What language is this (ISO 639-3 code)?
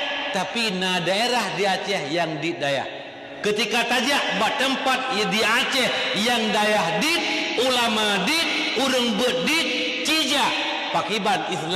ace